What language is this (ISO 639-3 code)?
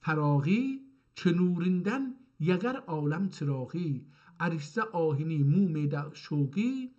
azb